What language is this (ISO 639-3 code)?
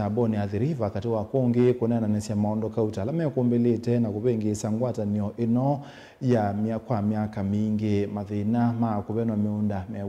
kam